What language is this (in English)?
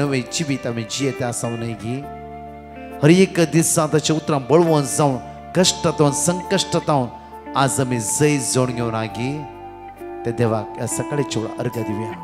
Konkani